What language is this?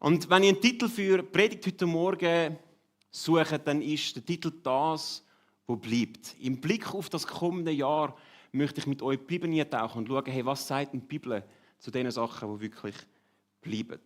Swiss German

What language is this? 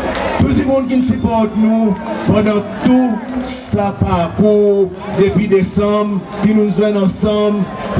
Seselwa Creole French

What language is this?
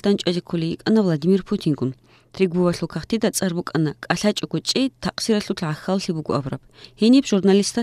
Avaric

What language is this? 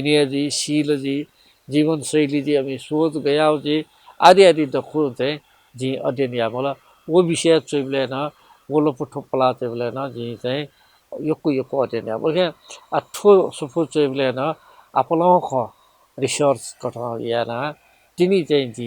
Newari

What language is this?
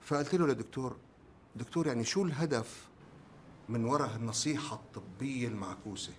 North Levantine Arabic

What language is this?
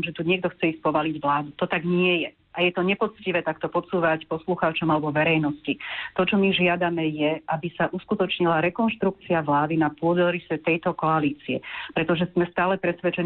Slovak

